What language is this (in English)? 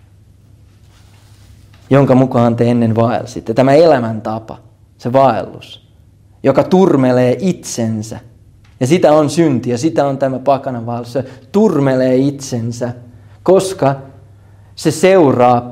Finnish